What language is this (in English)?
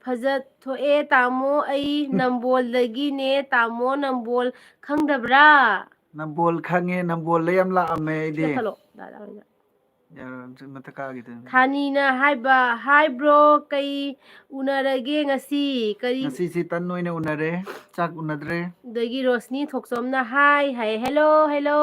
Manipuri